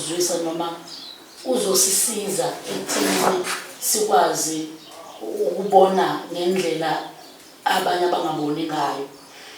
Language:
Zulu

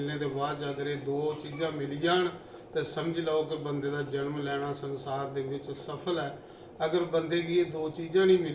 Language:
Dogri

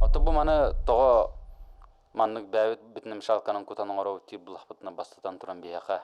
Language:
Yakut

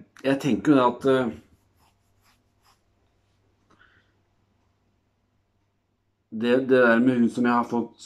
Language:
Norwegian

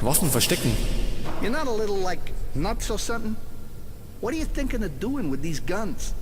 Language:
Bavarian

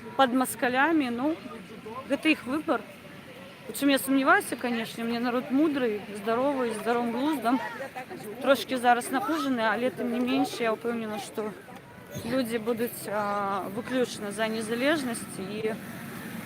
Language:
Belarusian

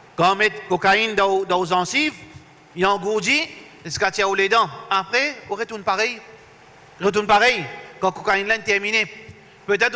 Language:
Morisyen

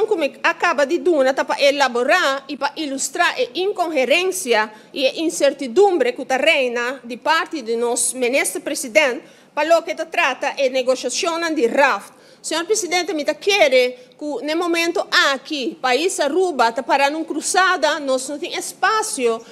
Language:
Papiamento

